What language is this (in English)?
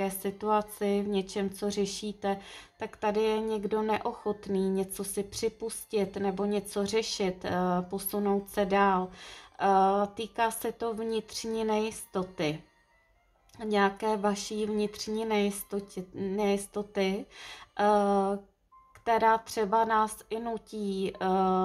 Czech